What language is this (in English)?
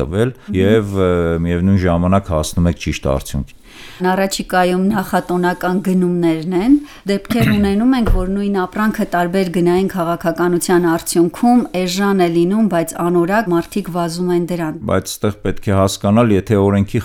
Armenian